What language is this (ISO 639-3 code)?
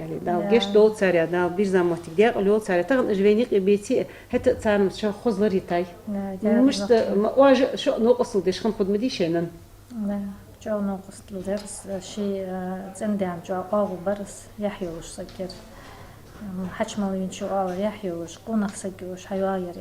inh